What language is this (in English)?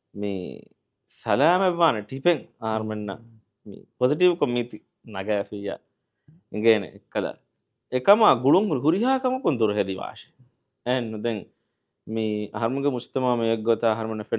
Divehi